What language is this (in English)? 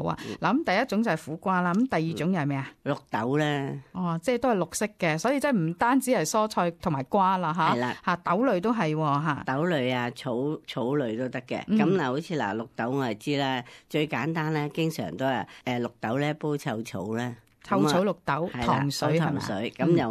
Cantonese